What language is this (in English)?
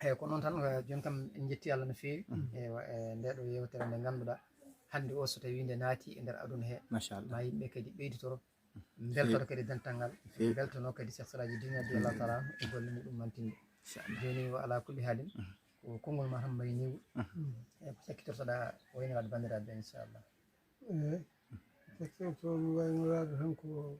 Fula